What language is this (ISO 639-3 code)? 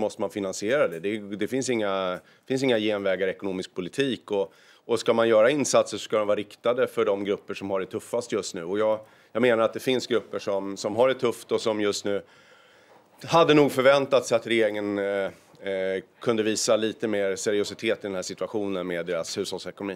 swe